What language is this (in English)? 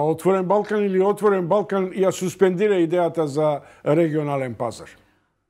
Macedonian